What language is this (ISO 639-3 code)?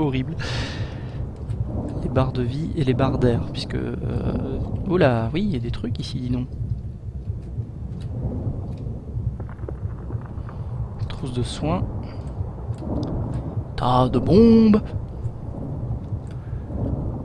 fra